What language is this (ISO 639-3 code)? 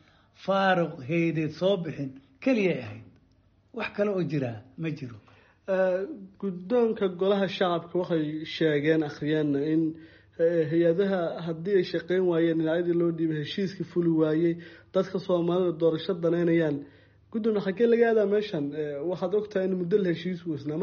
som